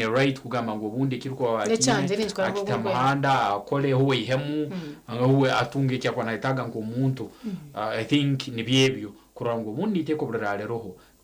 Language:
Nyankole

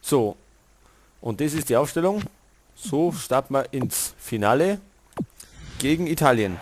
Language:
Bavarian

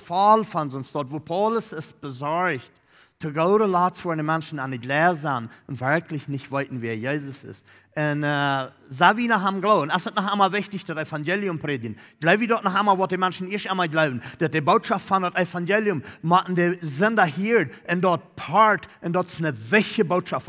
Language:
Plautdietsch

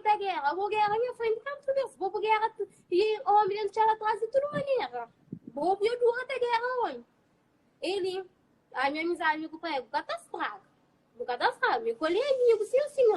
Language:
Kabuverdianu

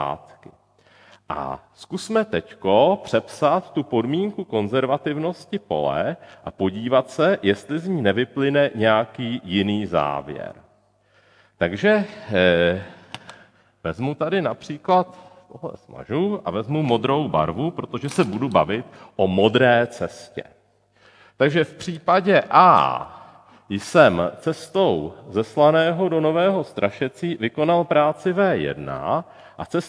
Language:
Czech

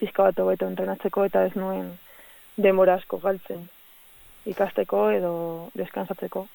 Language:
Basque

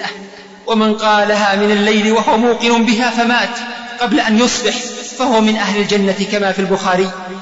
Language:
Arabic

